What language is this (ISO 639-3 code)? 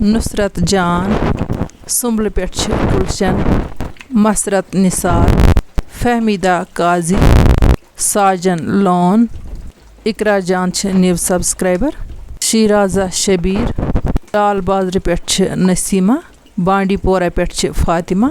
kas